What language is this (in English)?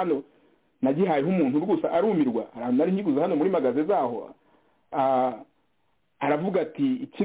Kinyarwanda